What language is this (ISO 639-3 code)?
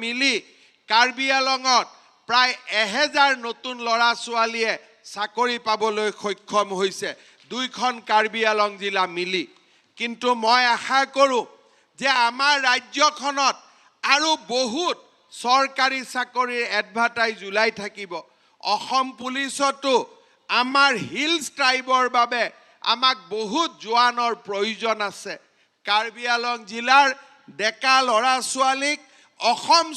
asm